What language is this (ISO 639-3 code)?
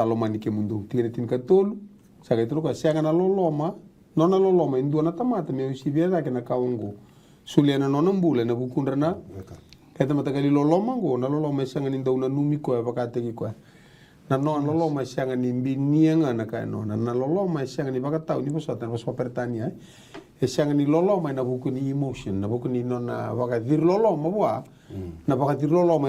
fij